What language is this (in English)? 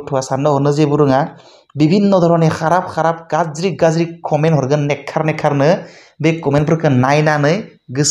Bodo